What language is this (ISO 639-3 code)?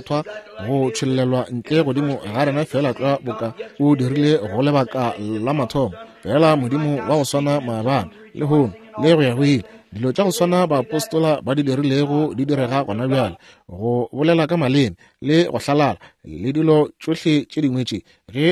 nso